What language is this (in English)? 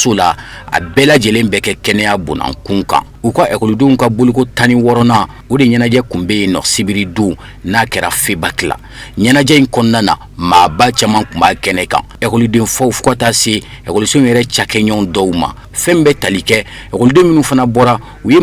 Bambara